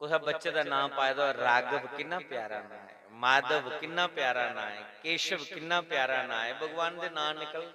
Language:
Dogri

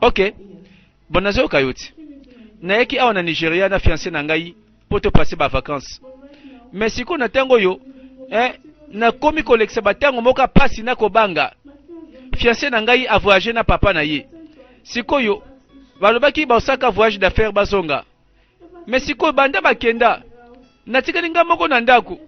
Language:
Lingala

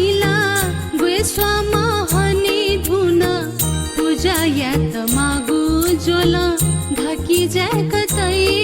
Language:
Newari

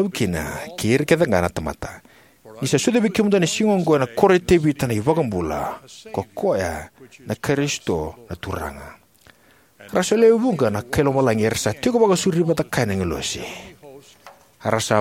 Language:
Fijian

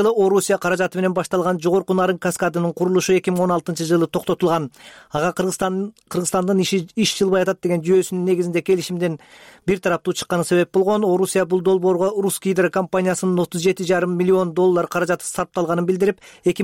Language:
Kyrgyz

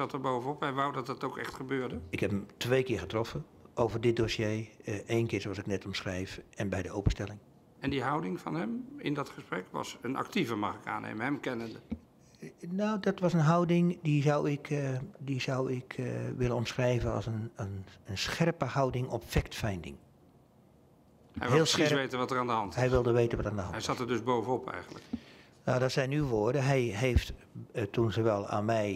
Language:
Dutch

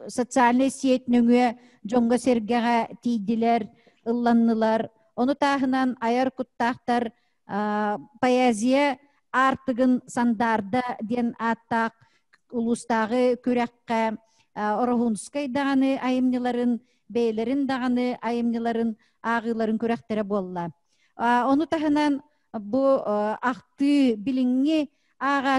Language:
Yakut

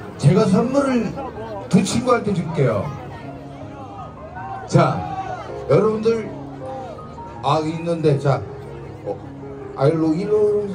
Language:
Korean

